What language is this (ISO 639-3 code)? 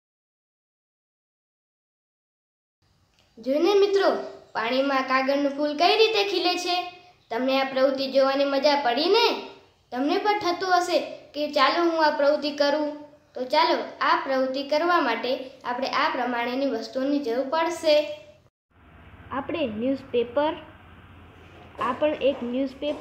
guj